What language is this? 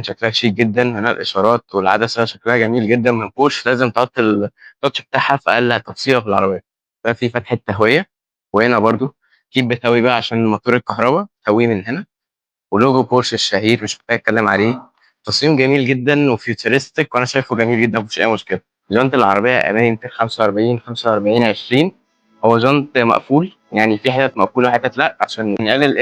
Egyptian Arabic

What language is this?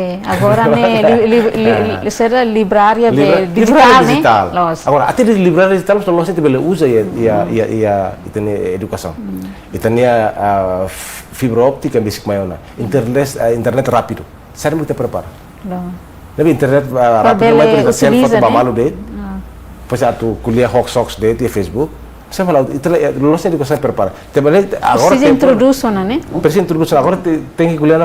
Tetum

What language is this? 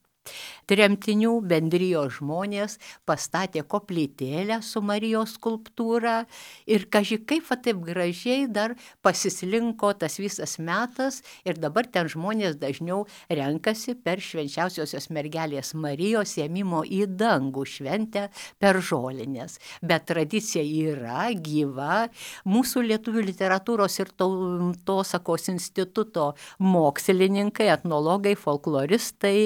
Lithuanian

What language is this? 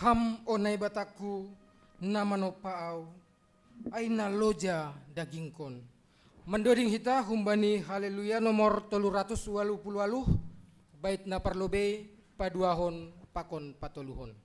Batak Simalungun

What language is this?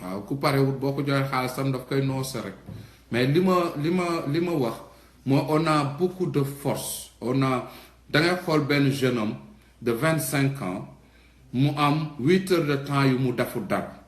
Wolof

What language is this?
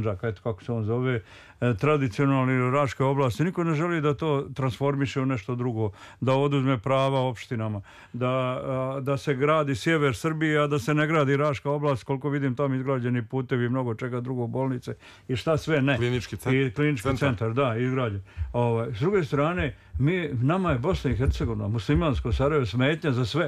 Serbian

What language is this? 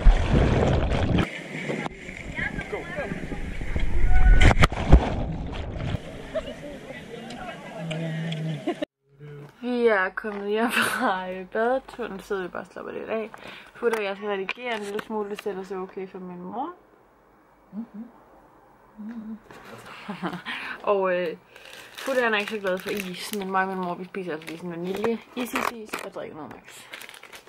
Danish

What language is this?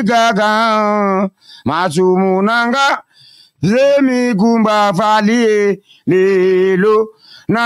Lingala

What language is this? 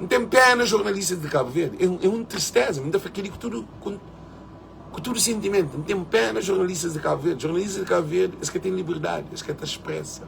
Kabuverdianu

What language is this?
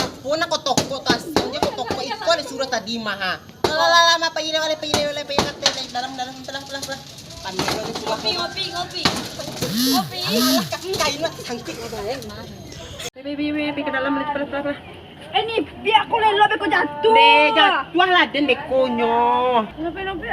Minangkabau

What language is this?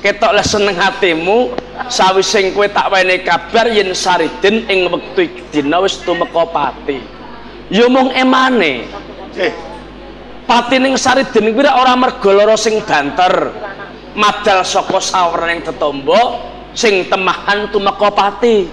Javanese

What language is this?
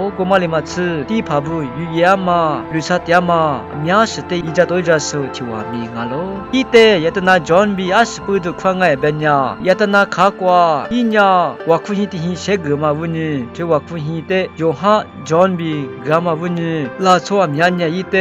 Lisu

